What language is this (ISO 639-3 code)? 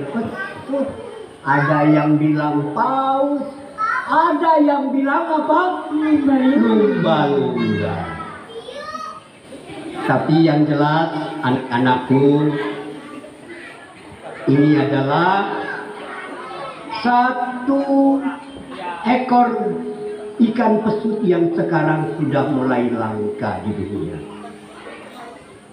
ind